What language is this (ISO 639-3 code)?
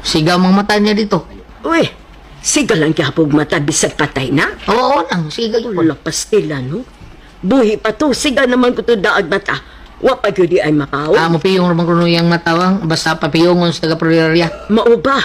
ceb